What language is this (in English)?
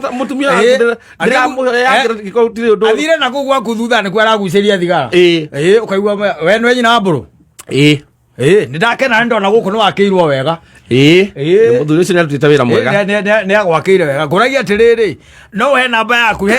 Kikuyu